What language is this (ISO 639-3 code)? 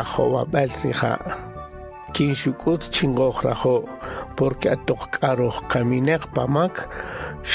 cak